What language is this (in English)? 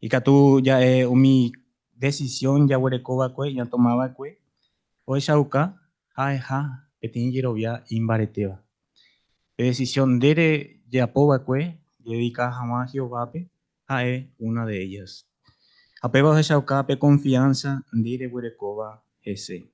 Guarani